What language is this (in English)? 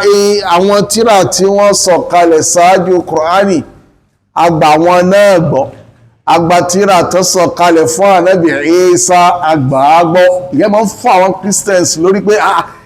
Yoruba